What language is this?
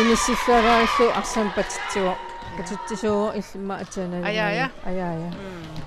Kalaallisut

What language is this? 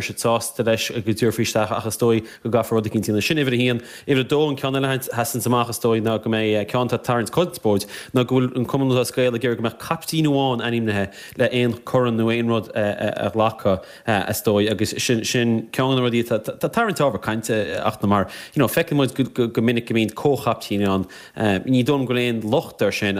Irish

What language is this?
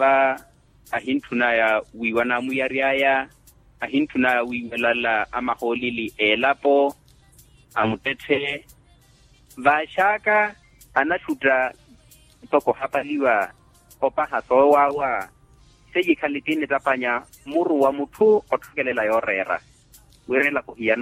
Makhuwa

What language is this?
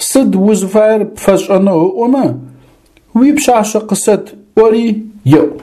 Adyghe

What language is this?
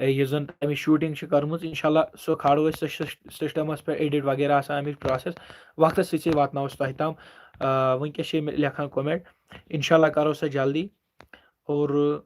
Kashmiri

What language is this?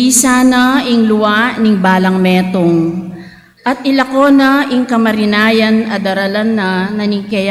Pampanga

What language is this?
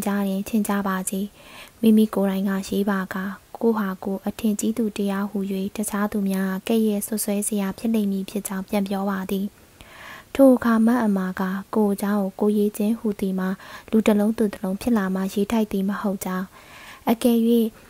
Burmese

